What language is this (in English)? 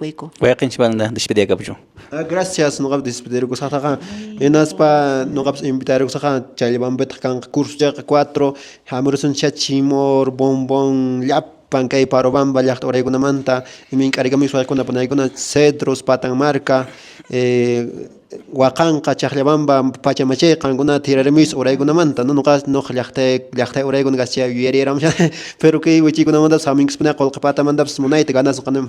Quechua